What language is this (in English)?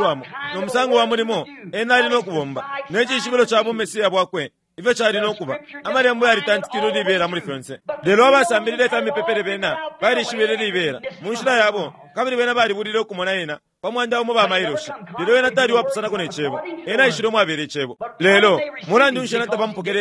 Bemba